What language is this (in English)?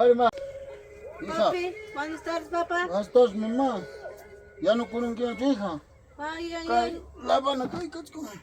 Ayacucho Quechua